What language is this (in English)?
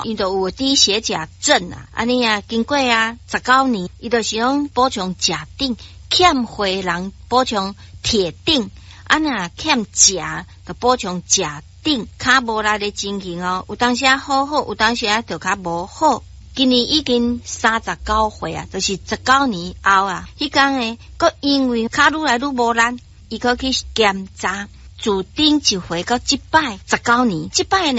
Min Nan Chinese